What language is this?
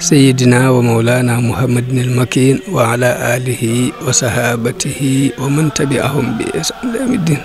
Wolof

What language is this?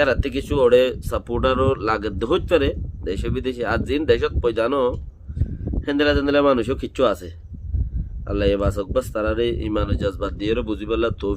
Rohingya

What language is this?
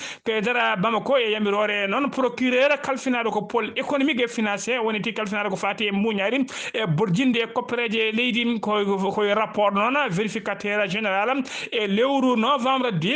Fula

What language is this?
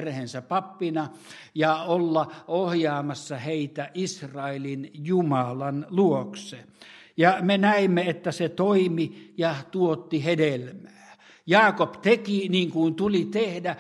Finnish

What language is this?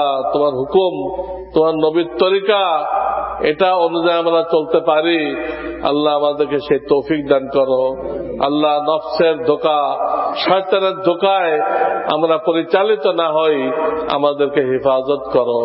Bangla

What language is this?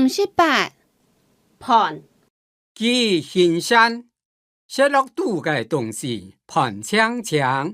Hakka Chinese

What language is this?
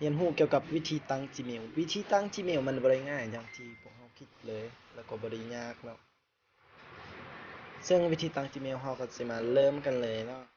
Lao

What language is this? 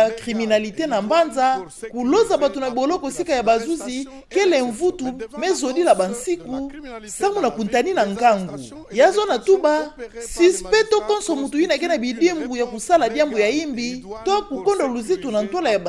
Kituba (Democratic Republic of Congo)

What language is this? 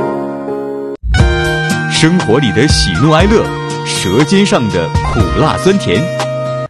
Chinese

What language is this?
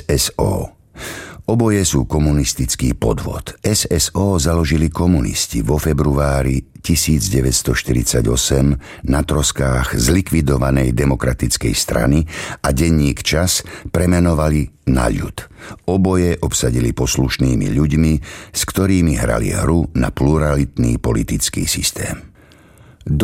Slovak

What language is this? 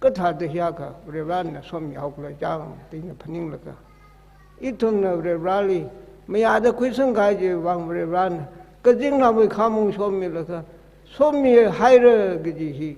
Tangkhul Naga (India)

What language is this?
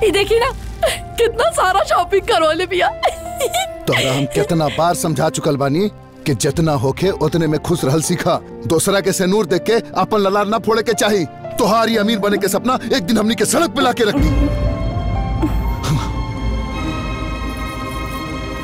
Bhojpuri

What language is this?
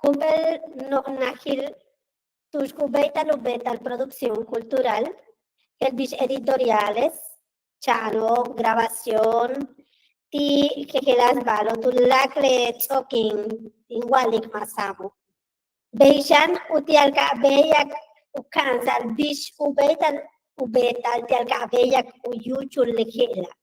Yucateco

